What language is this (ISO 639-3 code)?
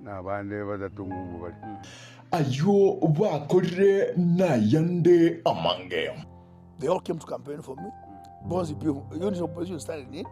guz